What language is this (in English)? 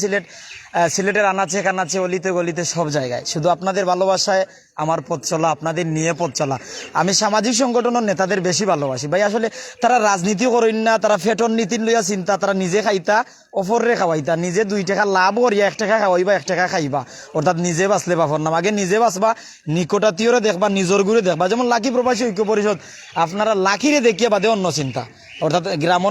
Sylheti